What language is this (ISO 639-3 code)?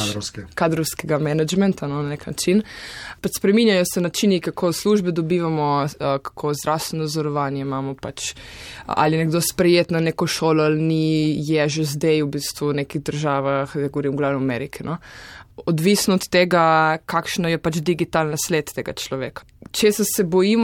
slv